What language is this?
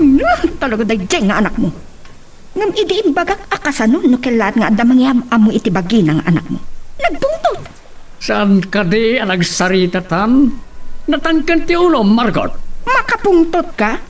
Iloko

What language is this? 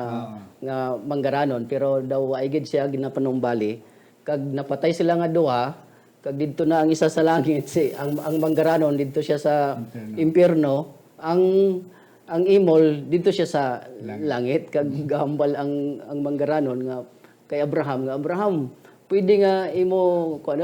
Hiligaynon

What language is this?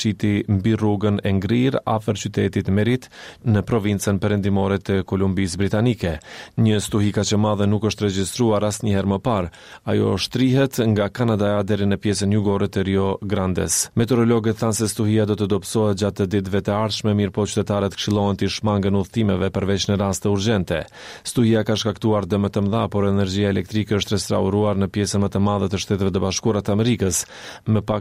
Albanian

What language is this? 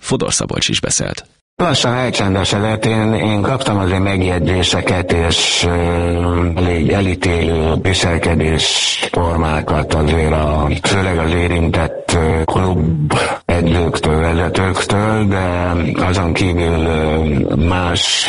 Hungarian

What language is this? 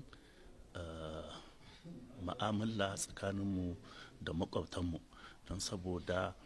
Hausa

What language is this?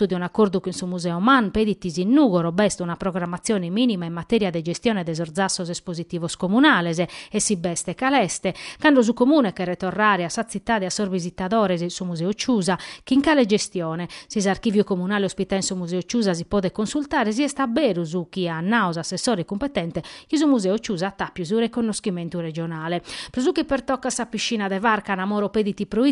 Sardinian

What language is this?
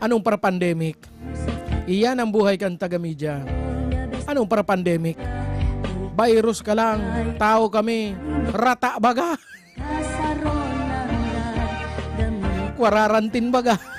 Bikol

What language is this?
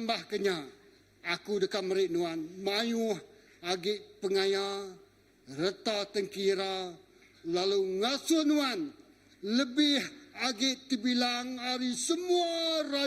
Iban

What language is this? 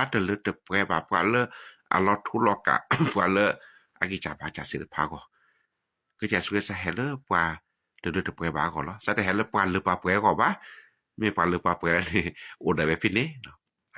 S'gaw Karen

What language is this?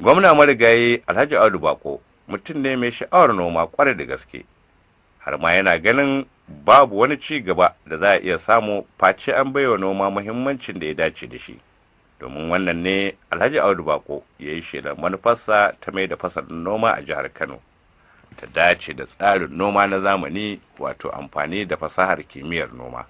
Hausa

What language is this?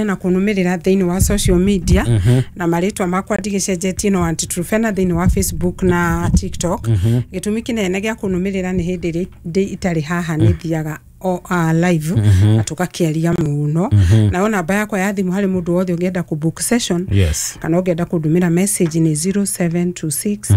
Kikuyu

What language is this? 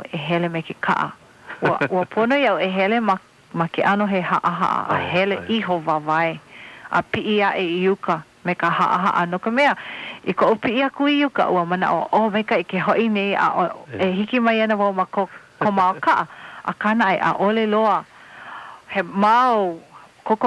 Hawaiian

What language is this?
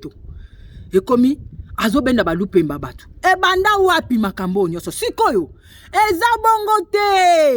Lingala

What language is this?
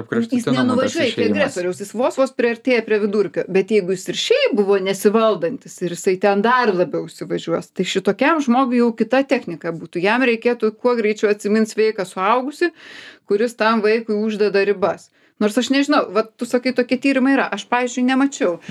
Lithuanian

